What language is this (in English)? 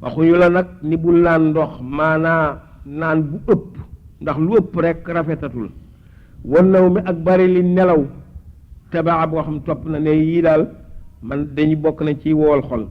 Wolof